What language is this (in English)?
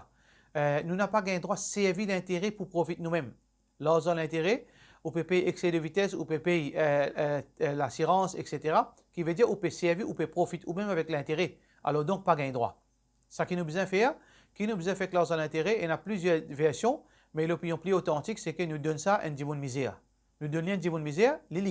Morisyen